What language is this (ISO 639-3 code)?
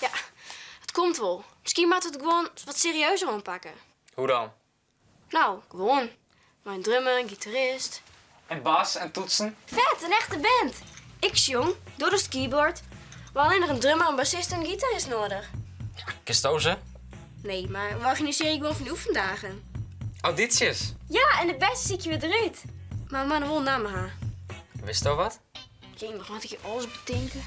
fry